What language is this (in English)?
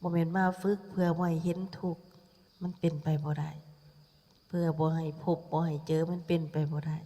Lao